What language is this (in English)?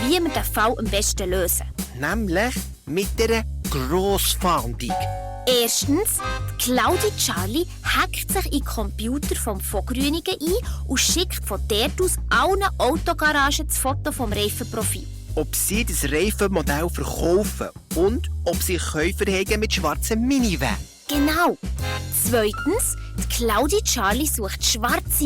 Swiss German